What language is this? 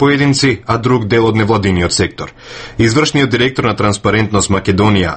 Macedonian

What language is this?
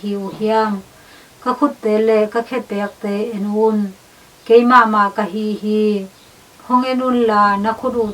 Tedim Chin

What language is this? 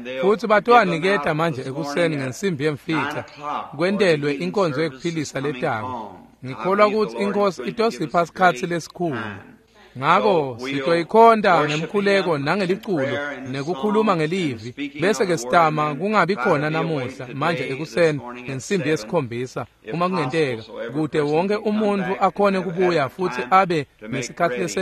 Swati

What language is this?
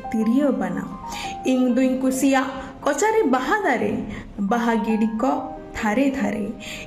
Santali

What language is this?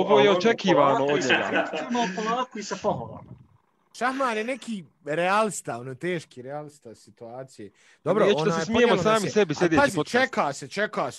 Bosnian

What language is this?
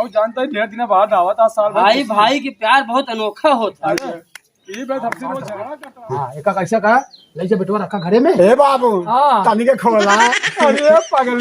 Awadhi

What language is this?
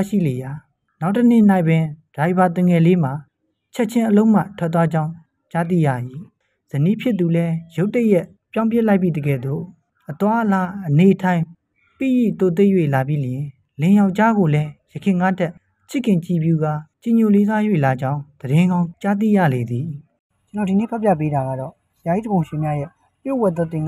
Burmese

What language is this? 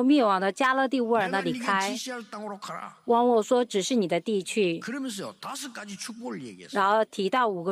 Korean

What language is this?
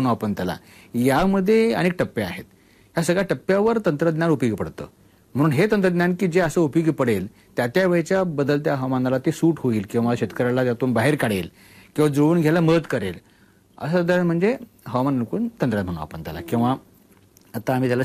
Marathi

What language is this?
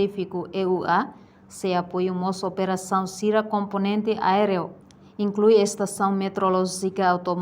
Tetum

